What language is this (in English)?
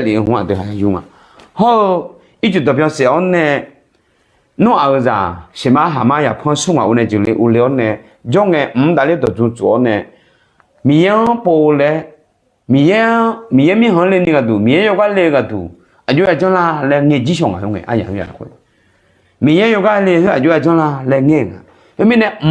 Akha